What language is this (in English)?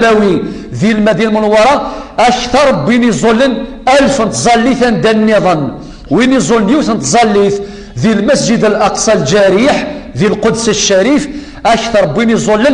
Kabyle